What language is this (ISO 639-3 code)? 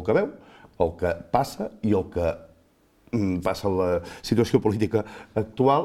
cat